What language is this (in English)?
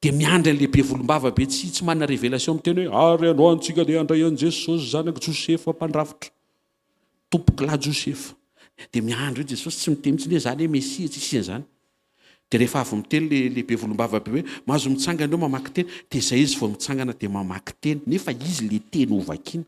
Malagasy